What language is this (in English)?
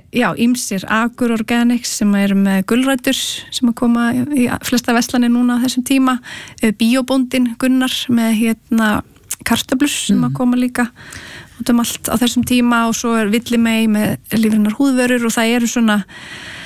Icelandic